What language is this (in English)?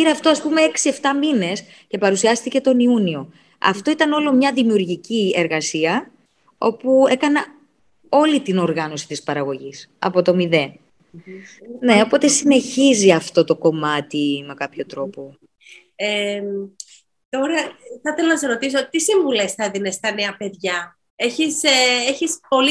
Greek